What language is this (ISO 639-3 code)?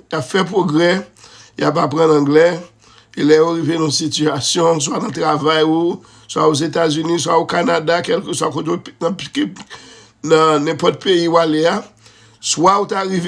hat